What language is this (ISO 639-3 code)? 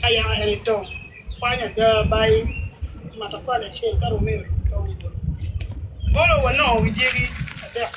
ach